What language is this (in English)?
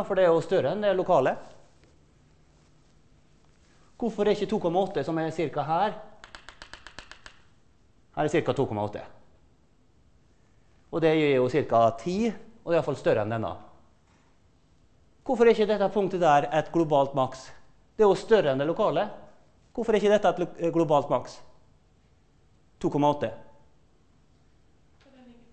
Norwegian